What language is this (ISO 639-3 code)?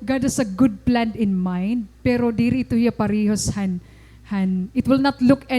war